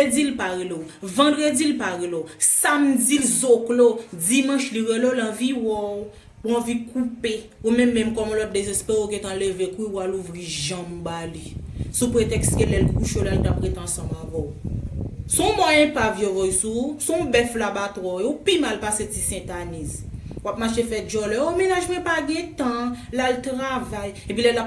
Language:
Haitian Creole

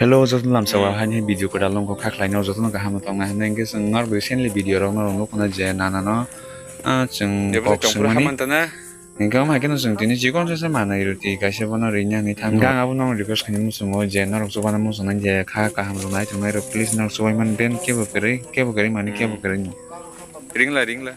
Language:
Kok Borok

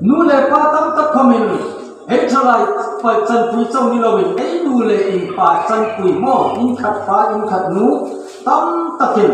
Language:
Hmar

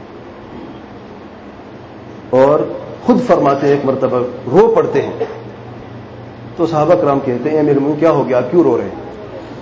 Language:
Urdu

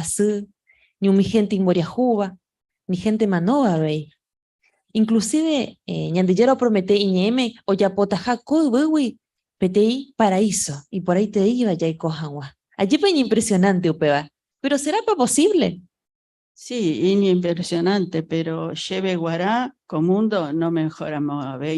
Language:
Guarani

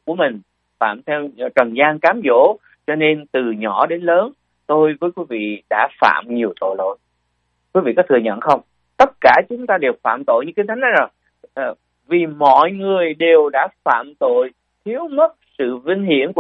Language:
Vietnamese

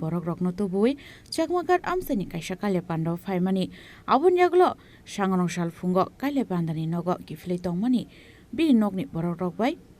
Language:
Kok Borok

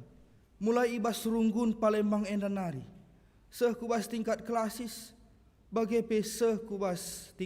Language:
Batak Karo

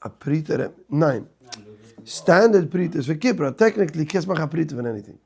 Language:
Yiddish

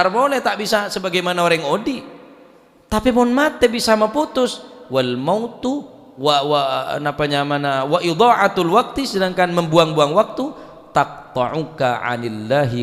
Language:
Madurese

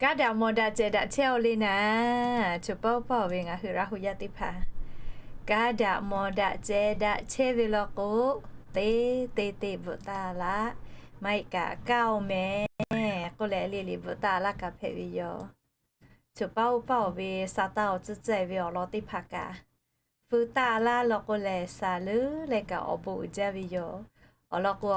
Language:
Lahu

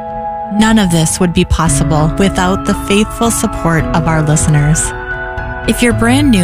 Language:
English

